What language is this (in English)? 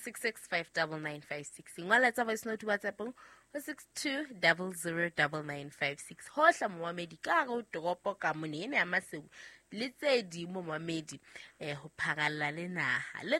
Southern Sotho